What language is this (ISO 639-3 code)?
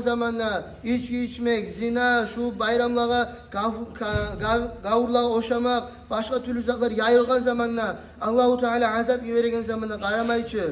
kum